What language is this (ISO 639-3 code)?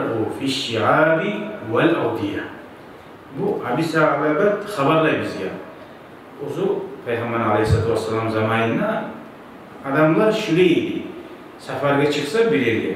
kum